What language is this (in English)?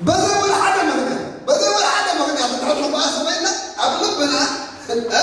Tigrinya